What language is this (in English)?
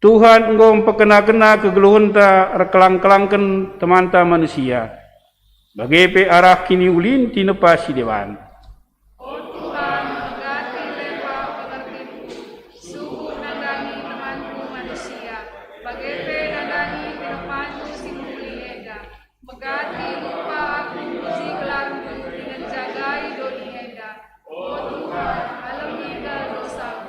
Batak Karo